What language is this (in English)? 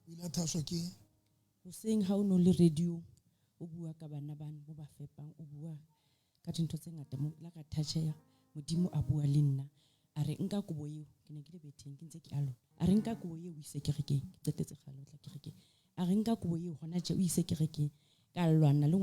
Southern Sotho